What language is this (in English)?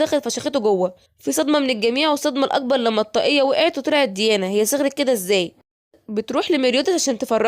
Egyptian Arabic